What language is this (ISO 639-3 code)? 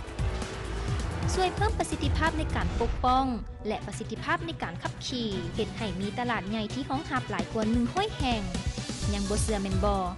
lao